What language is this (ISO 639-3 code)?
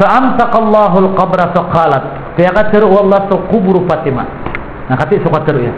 mrw